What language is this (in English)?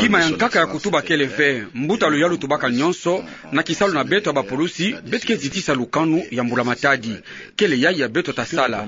Kituba (Democratic Republic of Congo)